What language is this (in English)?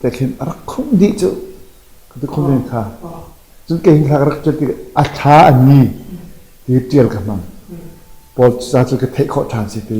Hakha Chin